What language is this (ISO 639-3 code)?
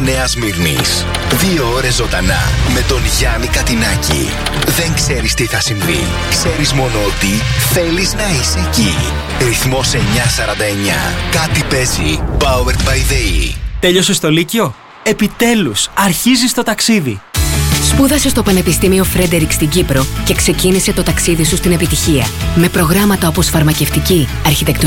ell